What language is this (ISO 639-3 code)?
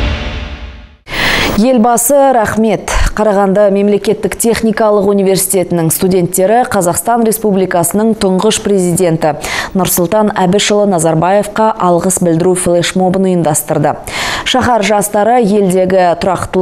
kaz